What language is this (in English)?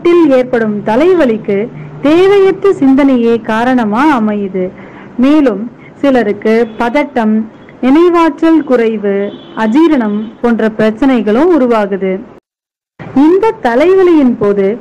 Tamil